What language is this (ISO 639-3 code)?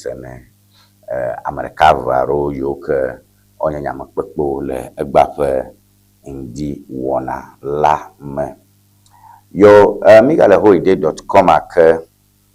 ewe